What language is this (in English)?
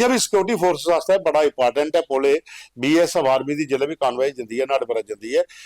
Dogri